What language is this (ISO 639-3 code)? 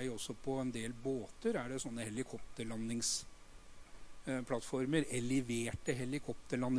nor